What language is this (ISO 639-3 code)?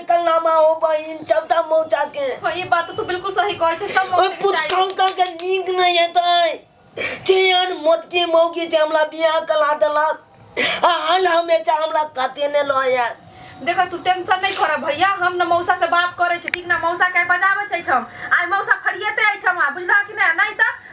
mai